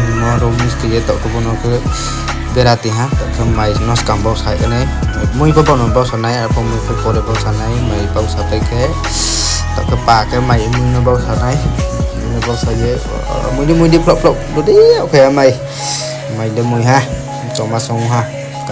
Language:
Riang (India)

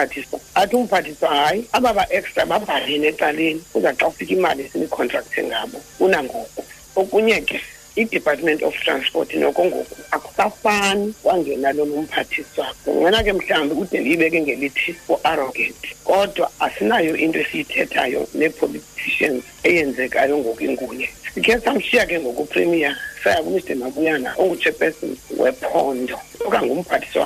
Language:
Xhosa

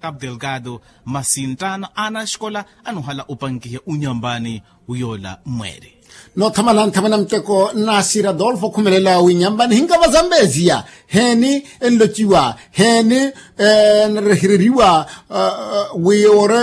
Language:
Makhuwa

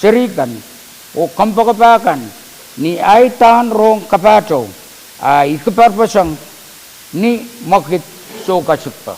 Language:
Pohnpeian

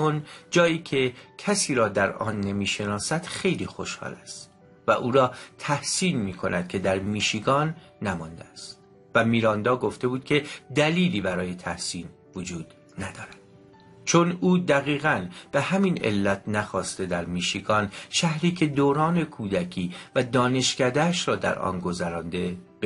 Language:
Persian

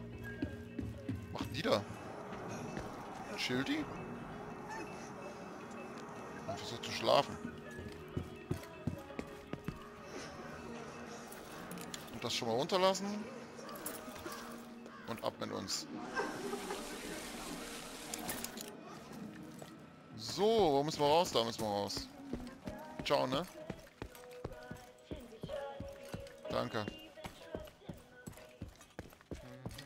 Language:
German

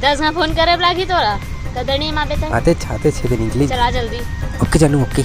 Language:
Chhattisgarhi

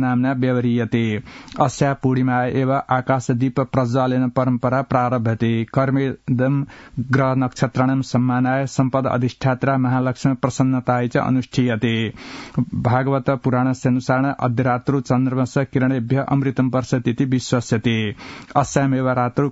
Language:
Sanskrit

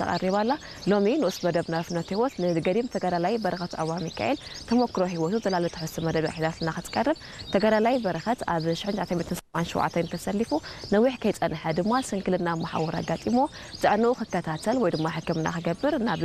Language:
Tigrinya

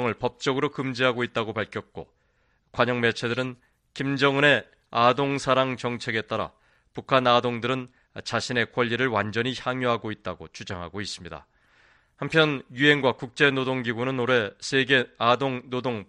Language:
Korean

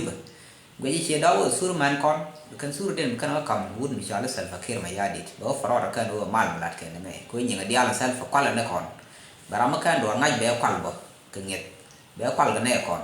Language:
Nuer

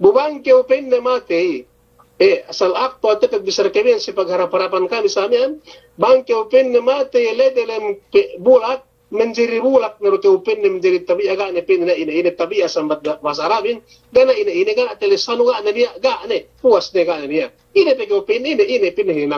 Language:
Yakan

